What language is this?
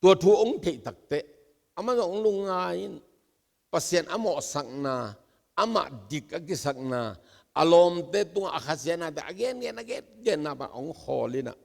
Tedim Chin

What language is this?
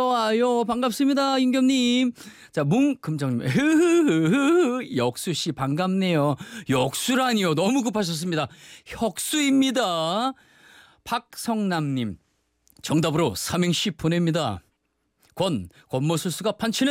Korean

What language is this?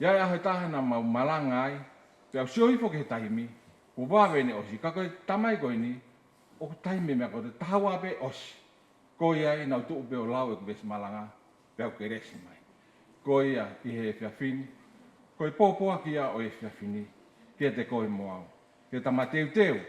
Tongan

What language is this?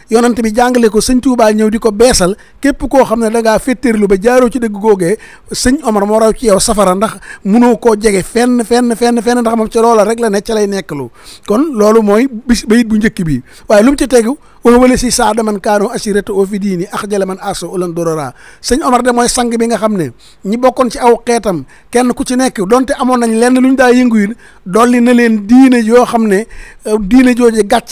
Wolof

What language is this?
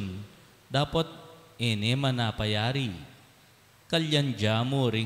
Pampanga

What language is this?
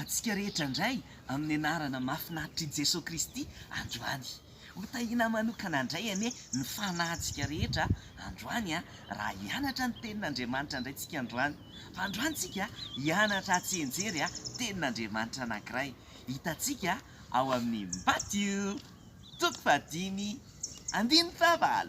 Malagasy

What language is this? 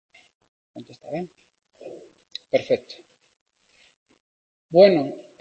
Spanish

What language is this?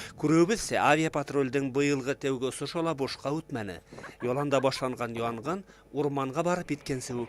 Bashkir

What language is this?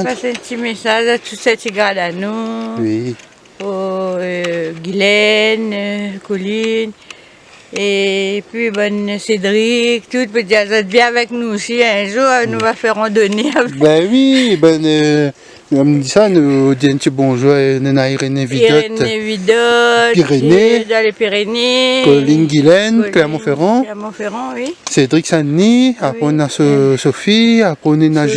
Réunion Creole French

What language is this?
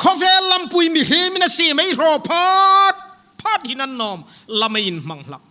Hmar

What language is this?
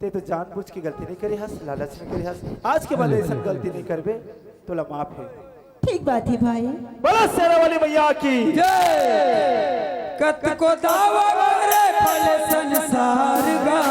Chhattisgarhi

